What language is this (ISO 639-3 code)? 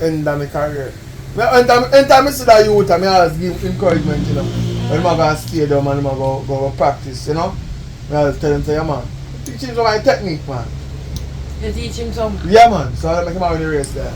jam